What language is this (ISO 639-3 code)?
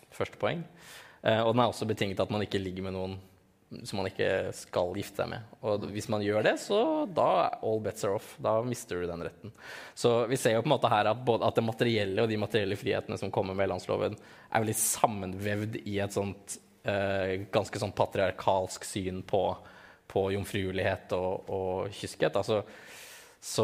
nor